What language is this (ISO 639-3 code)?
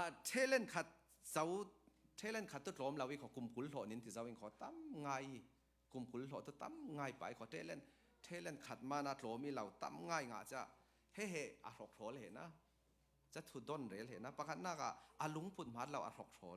cfm